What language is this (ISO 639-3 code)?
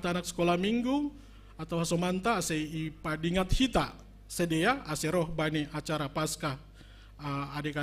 bts